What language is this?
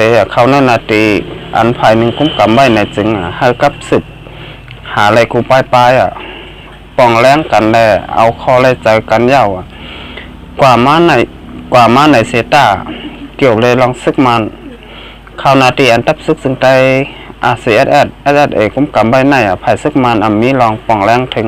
Shan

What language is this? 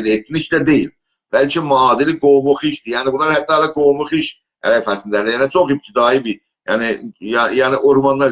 South Azerbaijani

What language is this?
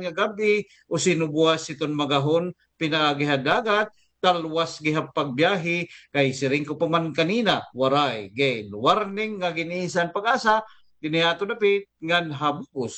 Waray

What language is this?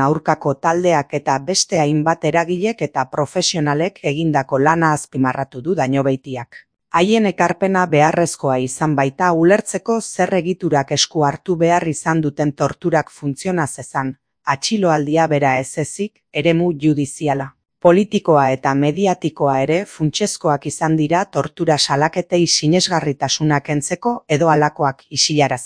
Basque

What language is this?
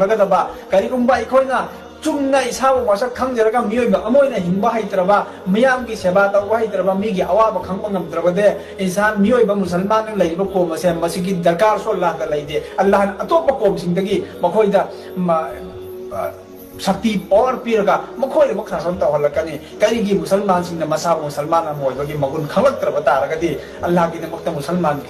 Manipuri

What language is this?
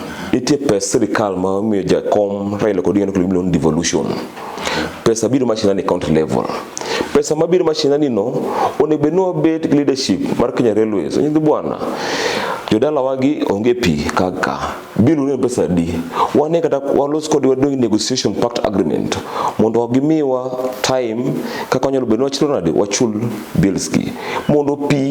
Luo (Kenya and Tanzania)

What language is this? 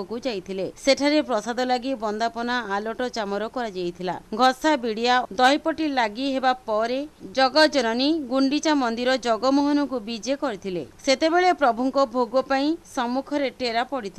Odia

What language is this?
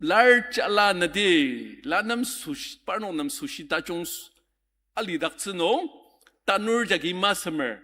Ao Naga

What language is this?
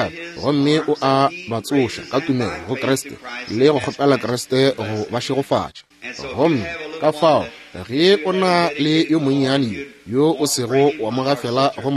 Northern Sotho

